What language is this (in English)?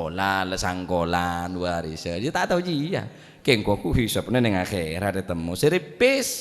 Madurese